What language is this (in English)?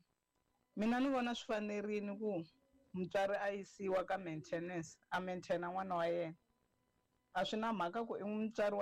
Tsonga